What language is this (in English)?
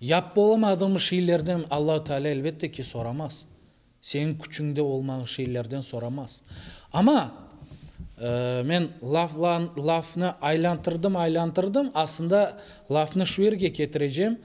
Crimean Tatar